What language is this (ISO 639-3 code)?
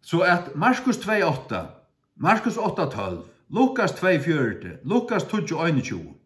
fao